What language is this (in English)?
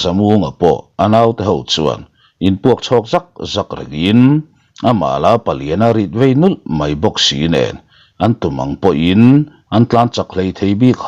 Mizo